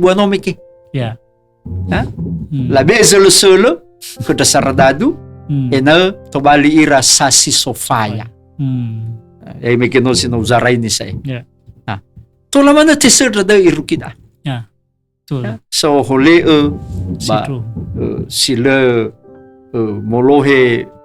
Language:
Nias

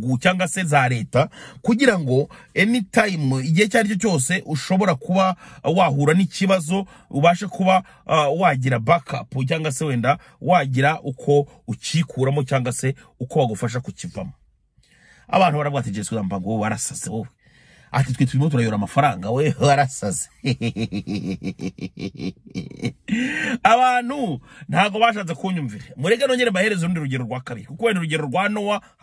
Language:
Kinyarwanda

